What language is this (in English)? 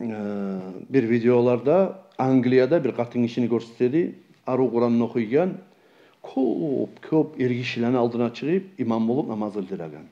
Kumyk